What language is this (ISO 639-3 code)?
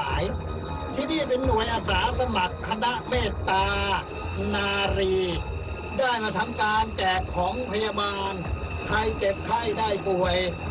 tha